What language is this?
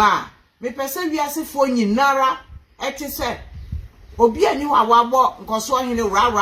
Akan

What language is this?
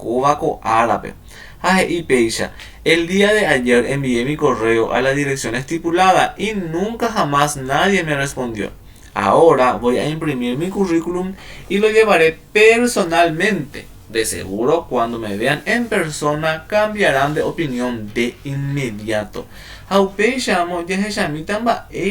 Guarani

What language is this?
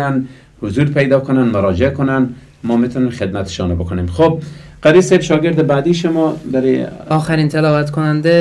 Persian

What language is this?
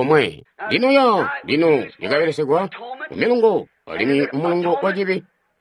Tonga (Zambia)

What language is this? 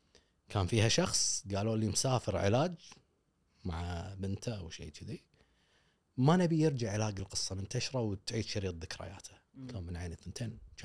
Gulf Arabic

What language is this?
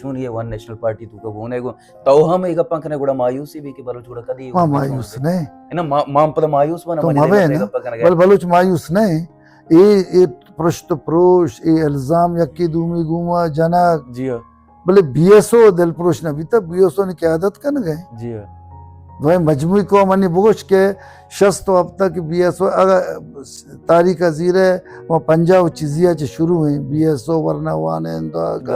Baluchi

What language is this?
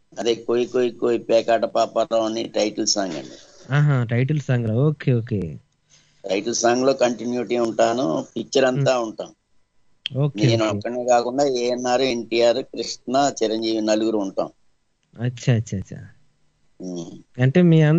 Telugu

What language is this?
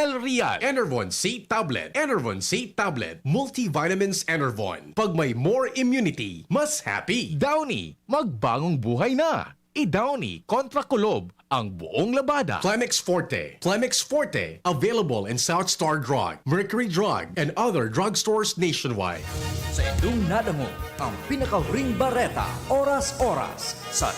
Bikol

